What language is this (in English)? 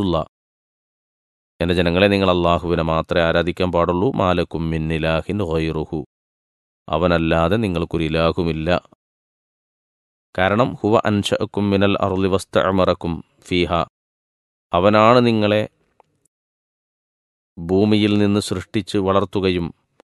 Malayalam